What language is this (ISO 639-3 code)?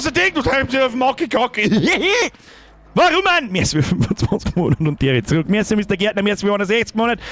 bar